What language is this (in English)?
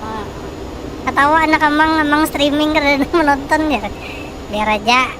Banjar